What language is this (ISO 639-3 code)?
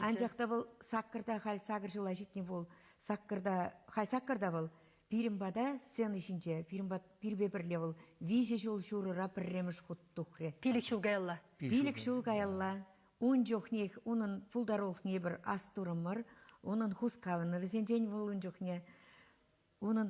chv